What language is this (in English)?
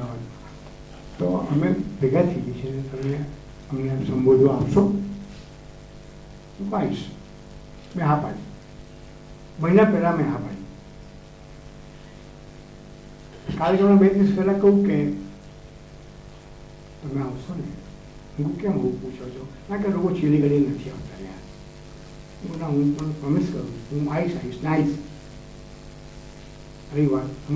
Gujarati